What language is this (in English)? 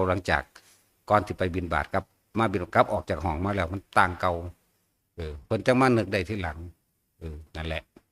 Northeastern Thai